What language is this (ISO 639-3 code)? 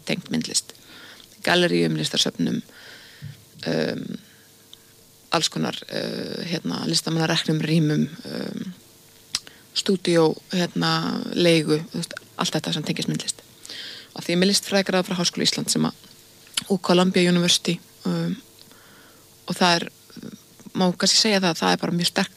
isl